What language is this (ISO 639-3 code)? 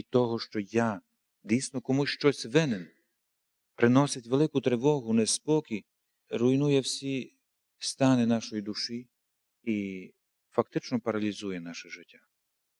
ukr